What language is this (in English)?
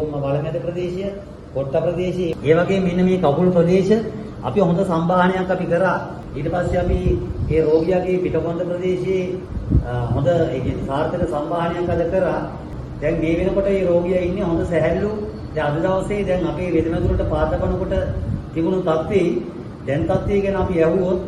Sinhala